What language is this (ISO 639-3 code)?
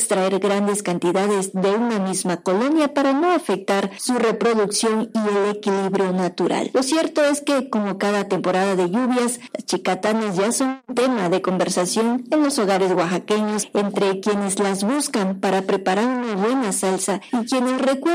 spa